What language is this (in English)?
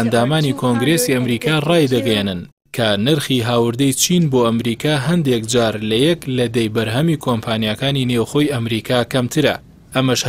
Central Kurdish